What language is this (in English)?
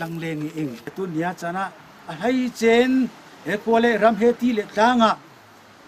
Falam Chin